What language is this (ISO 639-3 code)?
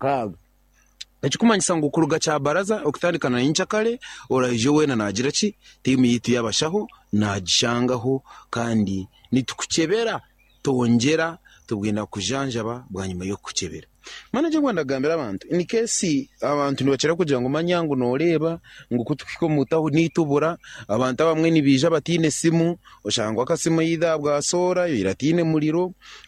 nyn